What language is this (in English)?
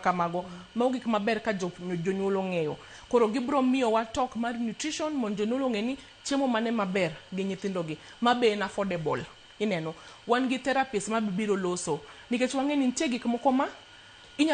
Luo (Kenya and Tanzania)